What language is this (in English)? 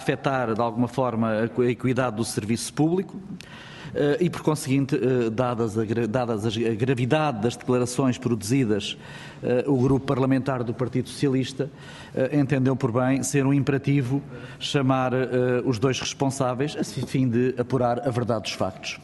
Portuguese